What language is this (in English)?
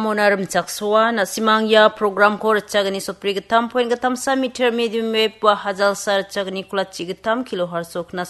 Garo